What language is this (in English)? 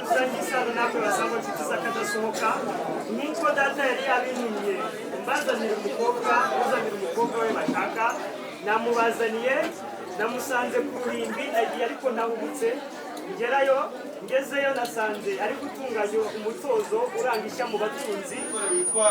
Kinyarwanda